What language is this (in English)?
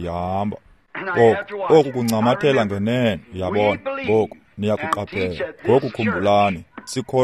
Xhosa